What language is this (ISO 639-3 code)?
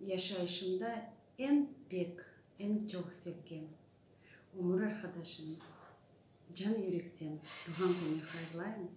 crh